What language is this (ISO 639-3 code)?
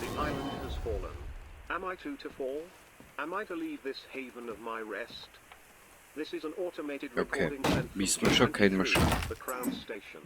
bar